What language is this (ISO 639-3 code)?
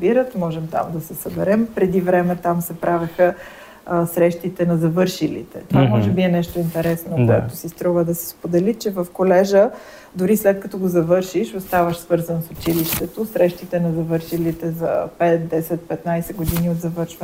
bul